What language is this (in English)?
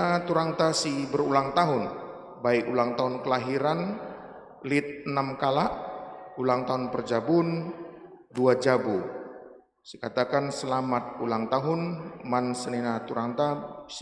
Batak Karo